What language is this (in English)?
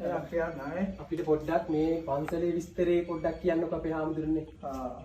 Sinhala